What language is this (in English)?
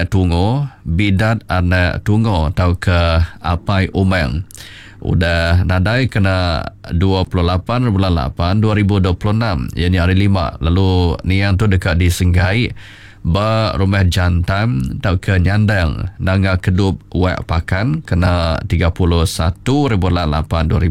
Iban